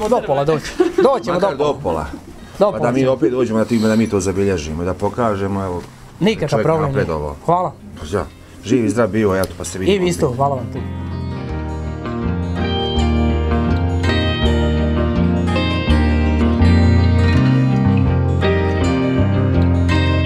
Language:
Bosnian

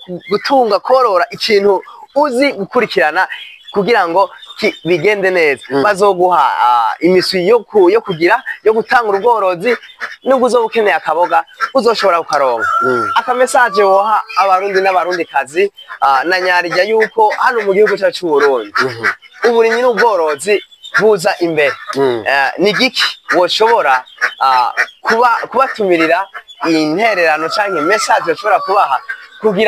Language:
Rundi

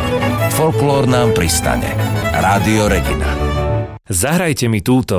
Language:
Slovak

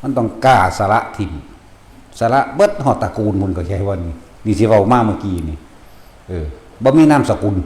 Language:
Northeastern Thai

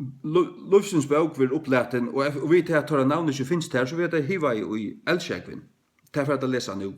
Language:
Faroese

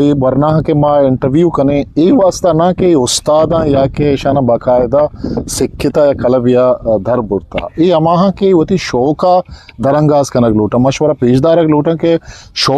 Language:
Eastern Balochi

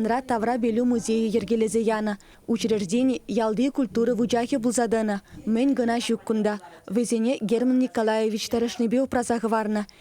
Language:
Chuvash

